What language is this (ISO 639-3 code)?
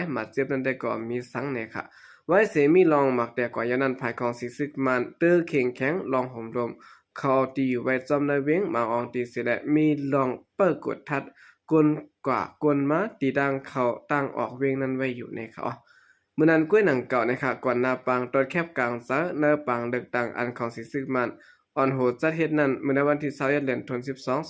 shn